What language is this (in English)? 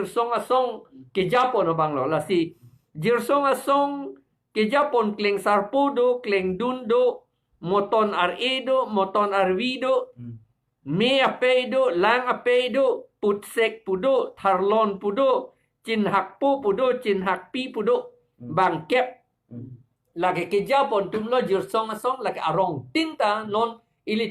Karbi